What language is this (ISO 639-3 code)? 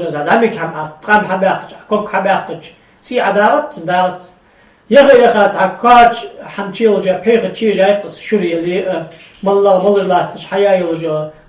inh